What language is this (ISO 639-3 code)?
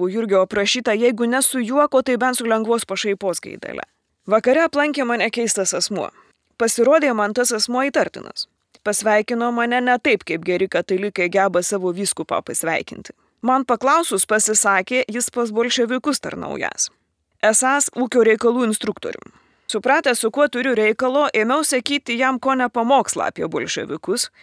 lit